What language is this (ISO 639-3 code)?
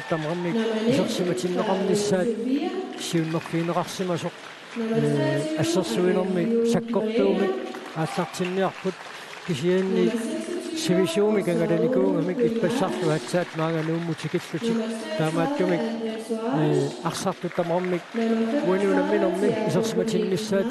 kal